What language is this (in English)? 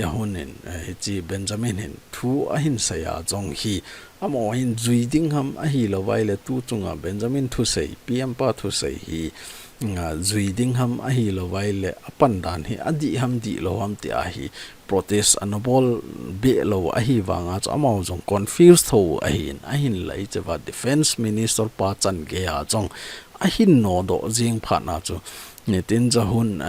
Thado Chin